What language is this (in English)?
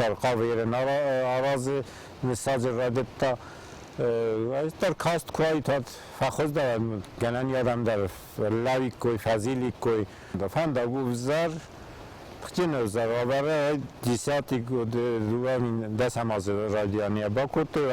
Ossetic